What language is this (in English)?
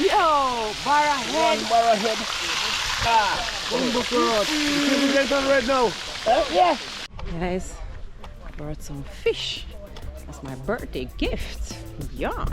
Jamaican Creole English